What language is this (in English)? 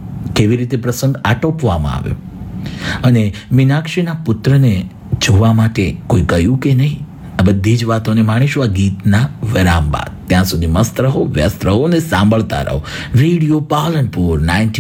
Gujarati